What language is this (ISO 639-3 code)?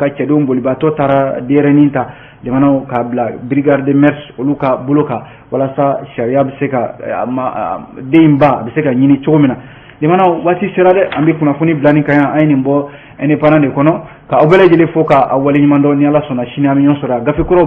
bam